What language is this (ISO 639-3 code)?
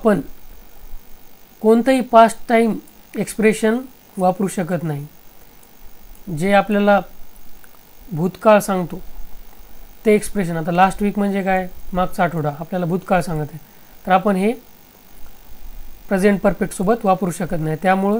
mar